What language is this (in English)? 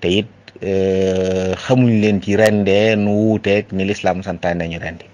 Wolof